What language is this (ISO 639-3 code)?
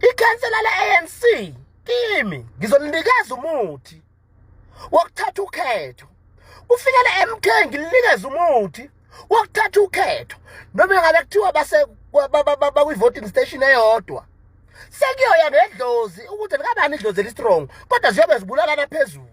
zul